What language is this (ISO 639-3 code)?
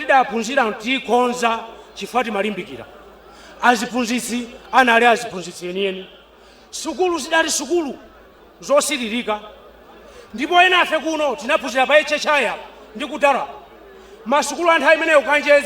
nya